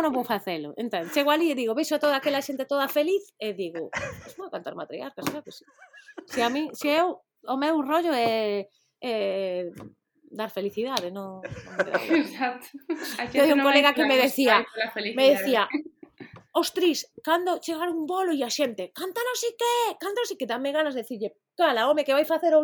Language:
Galician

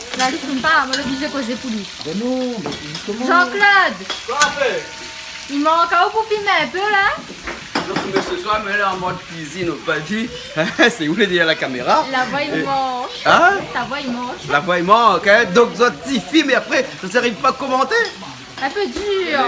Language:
Réunion Creole French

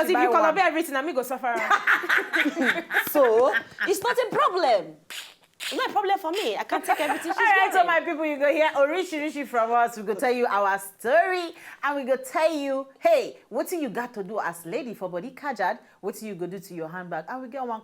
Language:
Nigerian Pidgin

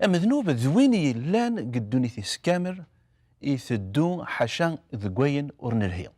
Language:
Kabyle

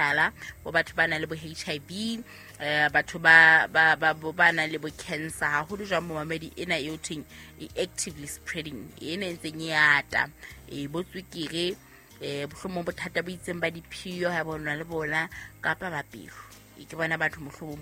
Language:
Southern Sotho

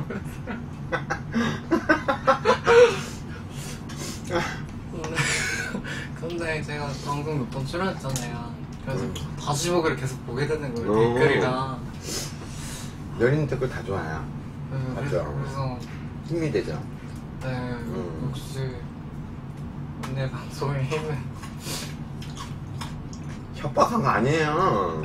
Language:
Korean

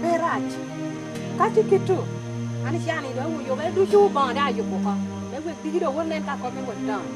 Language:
Lango (Uganda)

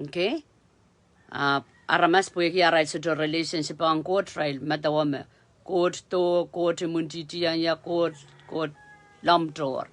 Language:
Pohnpeian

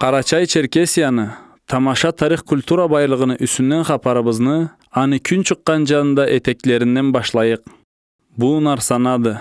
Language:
Karachay-Balkar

